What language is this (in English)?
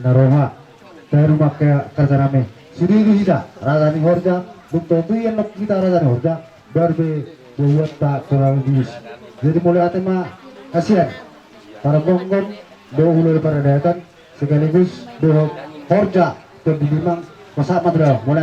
Batak Toba